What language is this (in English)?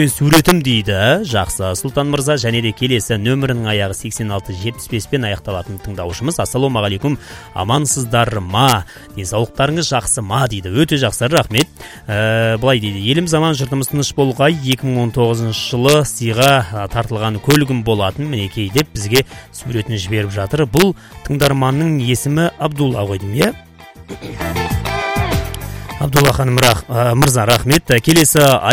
Kazakh